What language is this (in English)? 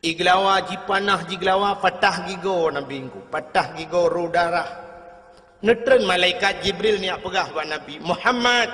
Achinese